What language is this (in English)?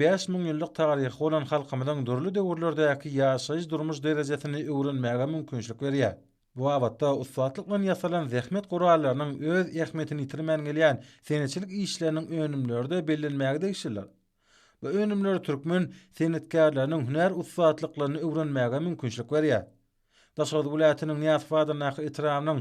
Turkmen